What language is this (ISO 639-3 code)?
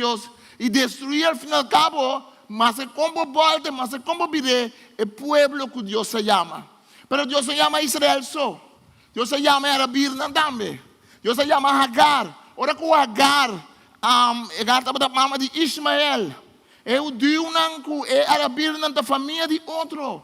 pap